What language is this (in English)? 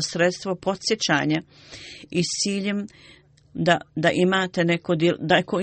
Bosnian